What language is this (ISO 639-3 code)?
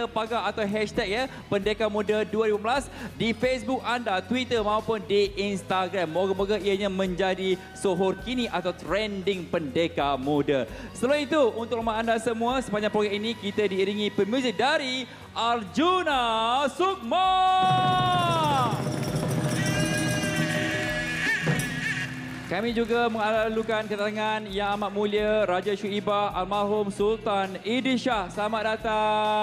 msa